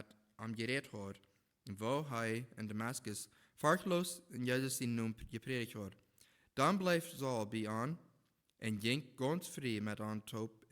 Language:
Plautdietsch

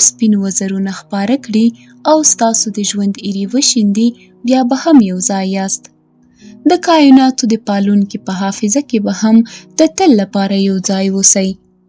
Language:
Pashto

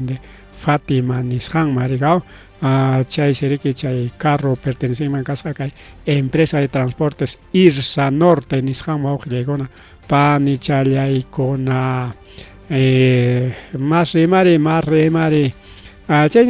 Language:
Ayacucho Quechua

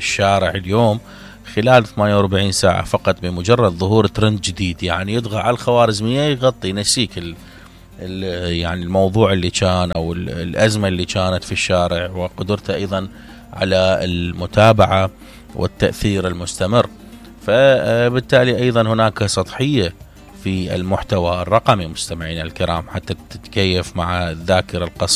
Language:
Mesopotamian Arabic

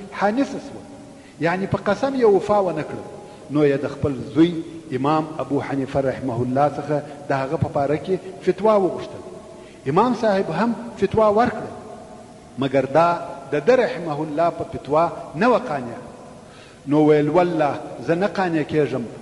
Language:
Pashto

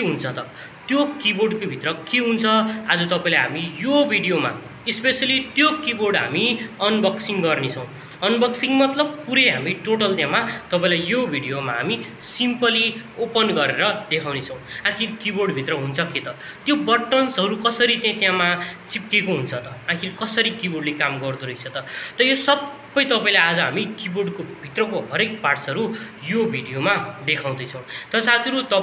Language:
Nepali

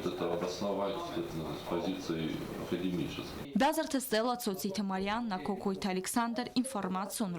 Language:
Ossetic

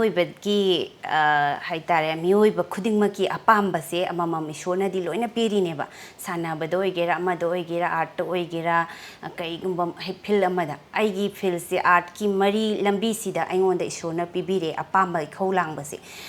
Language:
Manipuri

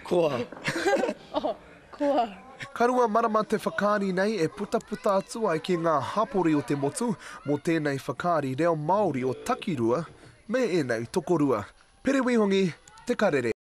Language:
Māori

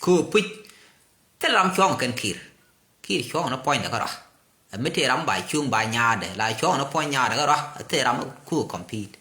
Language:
Nuer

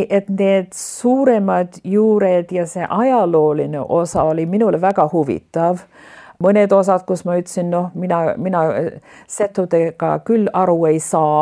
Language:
Estonian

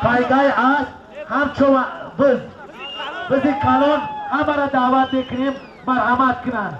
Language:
Tajik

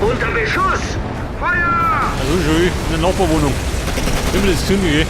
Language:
Bavarian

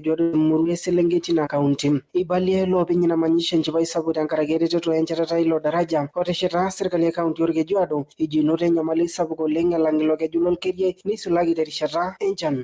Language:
Masai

